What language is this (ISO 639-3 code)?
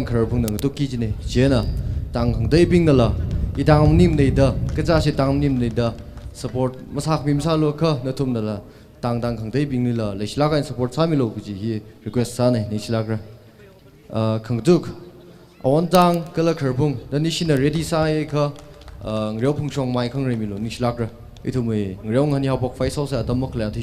nmf